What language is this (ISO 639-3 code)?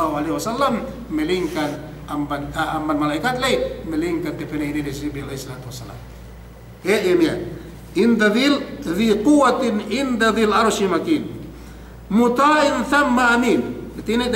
yka